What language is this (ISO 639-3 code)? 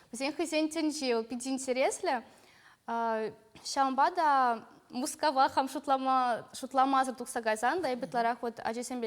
chv